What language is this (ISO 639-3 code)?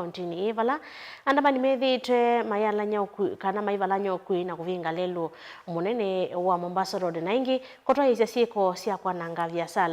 kam